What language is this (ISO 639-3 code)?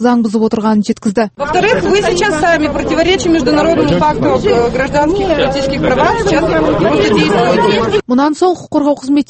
kaz